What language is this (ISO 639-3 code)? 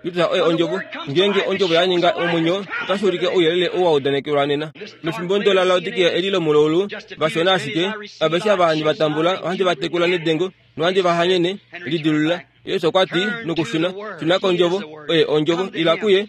kua